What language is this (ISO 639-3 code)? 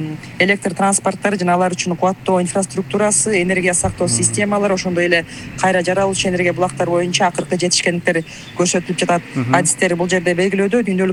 kir